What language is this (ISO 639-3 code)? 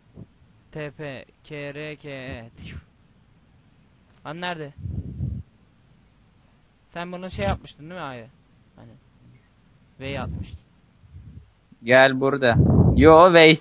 tur